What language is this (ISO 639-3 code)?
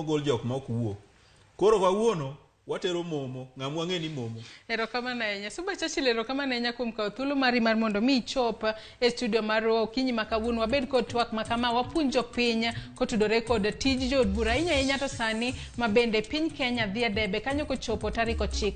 luo